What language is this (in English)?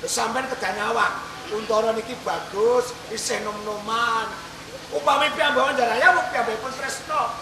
Javanese